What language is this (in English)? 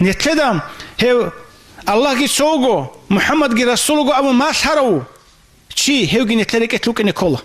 Avaric